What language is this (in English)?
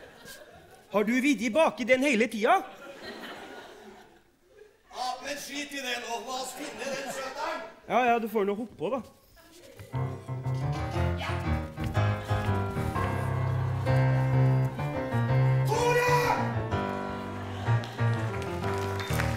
Norwegian